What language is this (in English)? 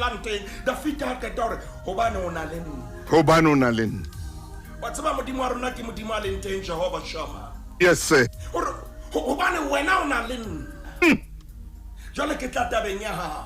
Southern Sotho